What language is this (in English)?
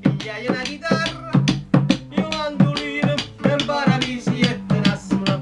Neapolitan